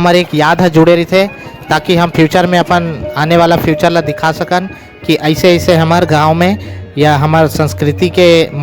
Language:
Chhattisgarhi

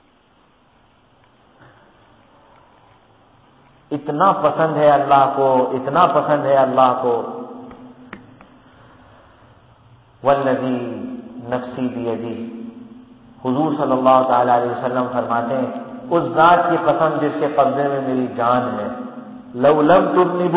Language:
Urdu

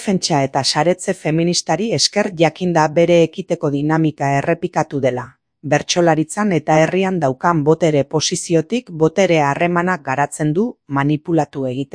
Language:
Basque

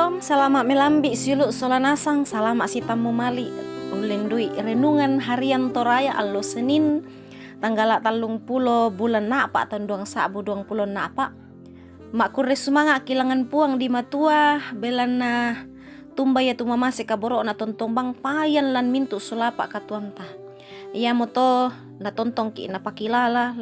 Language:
Toraja-Sa'dan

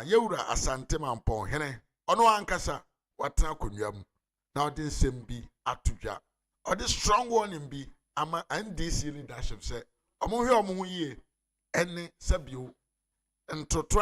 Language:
Akan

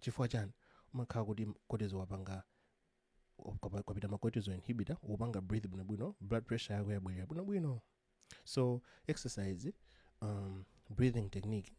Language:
Nyanja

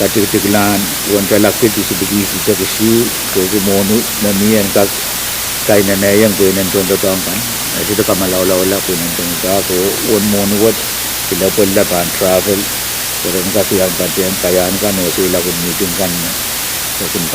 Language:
Pohnpeian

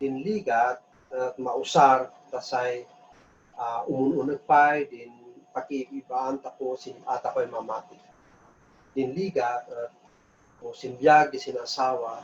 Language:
Kankanaey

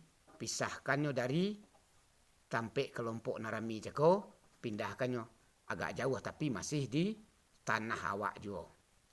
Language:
Minangkabau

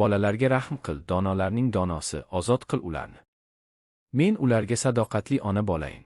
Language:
Uzbek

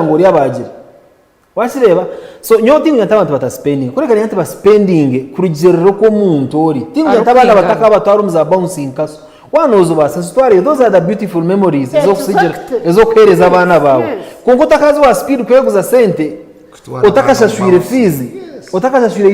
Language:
Nyankole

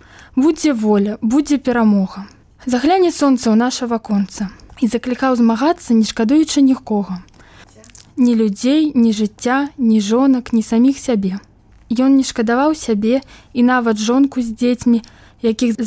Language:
Belarusian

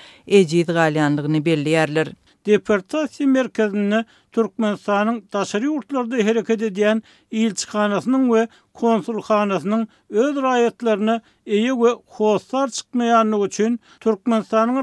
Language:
Turkmen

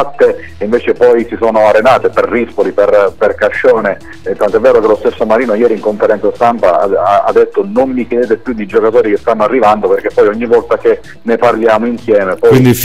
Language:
Italian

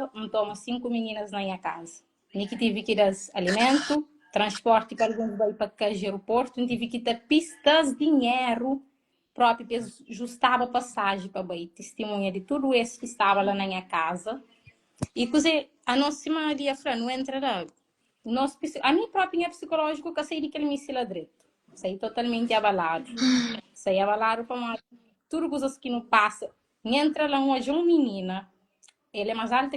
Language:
Kabuverdianu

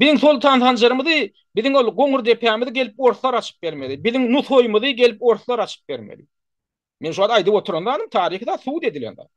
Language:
Turkmen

